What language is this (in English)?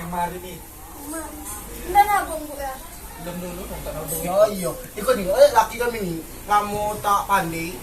Musi